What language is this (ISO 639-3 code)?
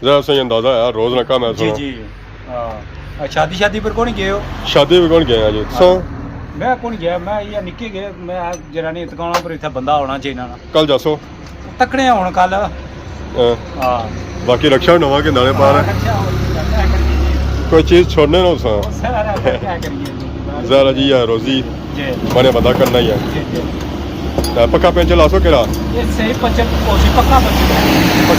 phr